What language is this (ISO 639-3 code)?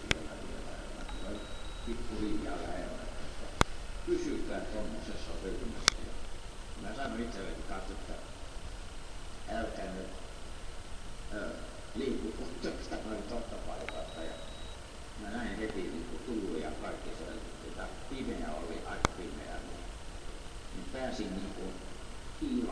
fin